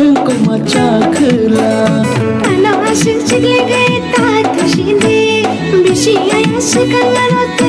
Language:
Kok Borok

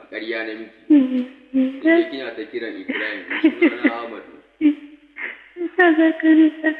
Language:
Hausa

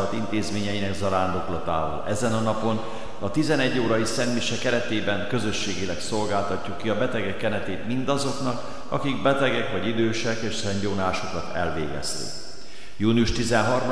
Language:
Hungarian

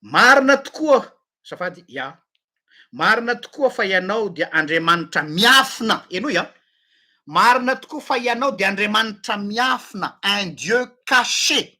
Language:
Malagasy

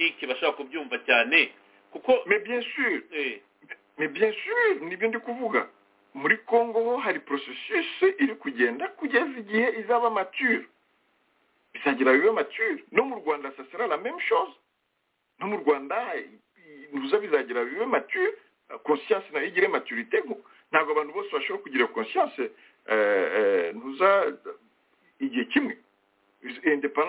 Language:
Kinyarwanda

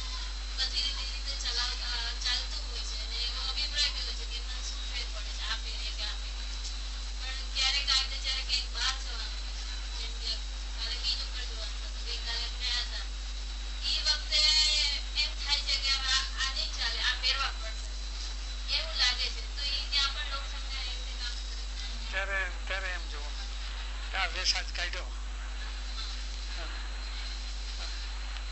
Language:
Gujarati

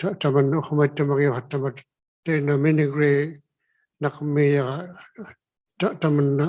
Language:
Inuktitut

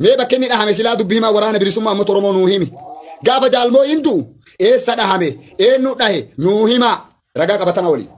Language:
Oromo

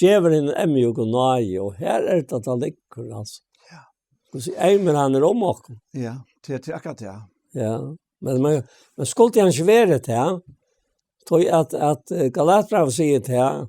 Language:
Faroese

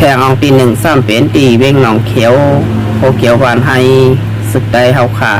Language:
Shan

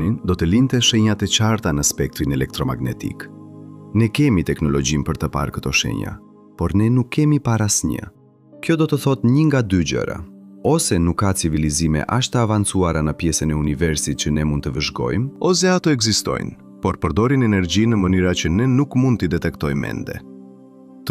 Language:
Albanian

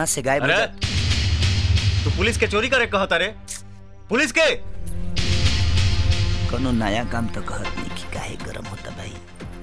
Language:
Bhojpuri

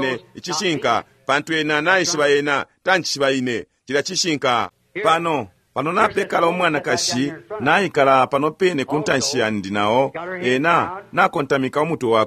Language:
Bemba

